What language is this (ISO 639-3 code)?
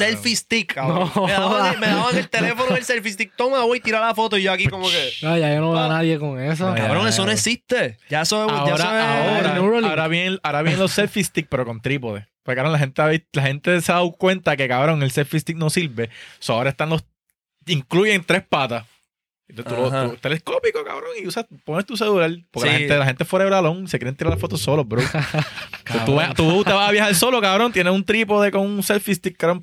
spa